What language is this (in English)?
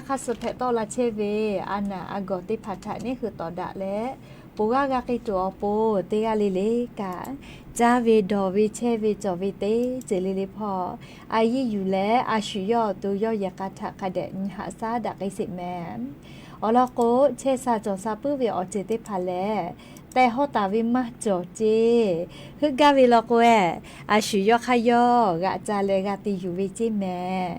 Lahu